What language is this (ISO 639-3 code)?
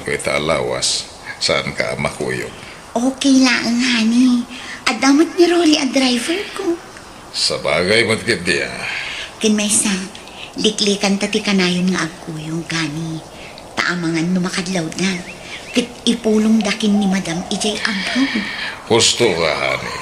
ilo